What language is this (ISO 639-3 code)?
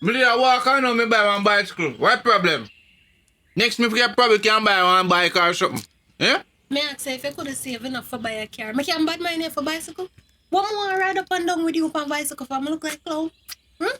jam